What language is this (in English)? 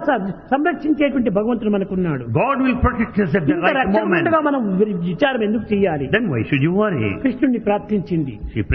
Telugu